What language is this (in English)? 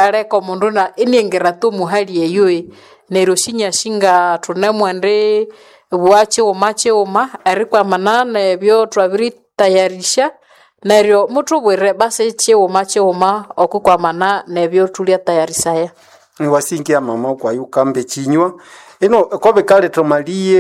Nande